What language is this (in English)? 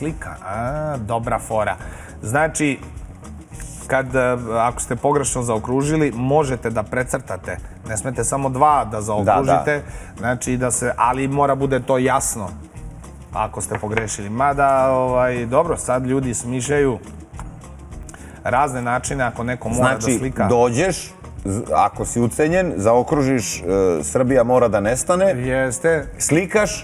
Serbian